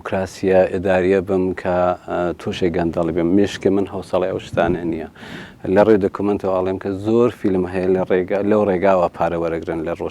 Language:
Central Kurdish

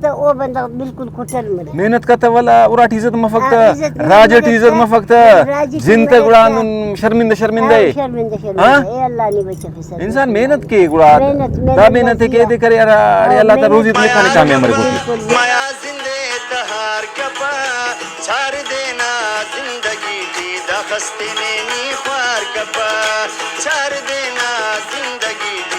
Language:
Brahui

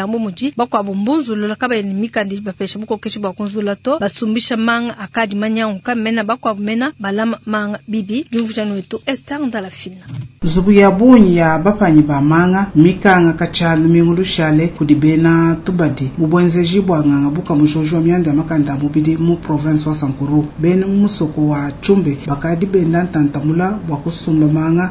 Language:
Luba-Lulua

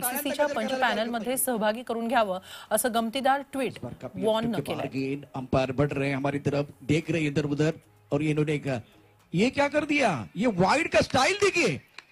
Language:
Marathi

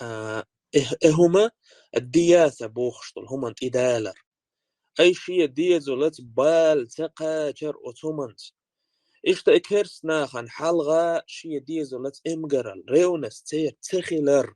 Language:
Chechen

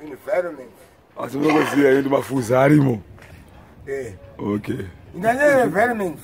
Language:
Shona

